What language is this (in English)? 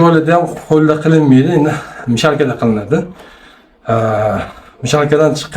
Uzbek